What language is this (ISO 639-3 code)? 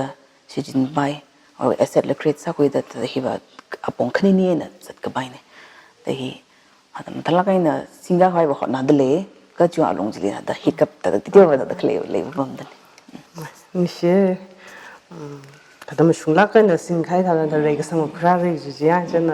nmf